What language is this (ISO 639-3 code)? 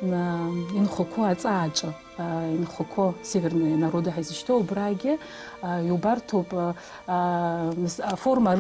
abk